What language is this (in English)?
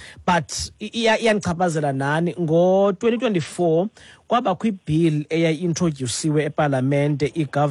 Xhosa